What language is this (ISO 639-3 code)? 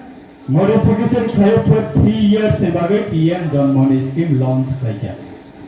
ria